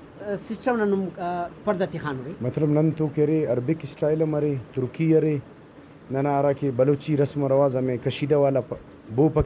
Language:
Brahui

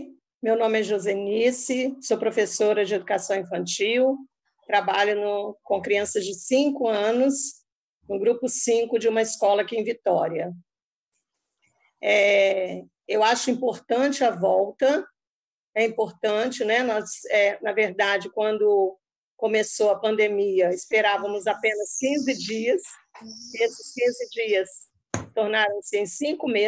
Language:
Portuguese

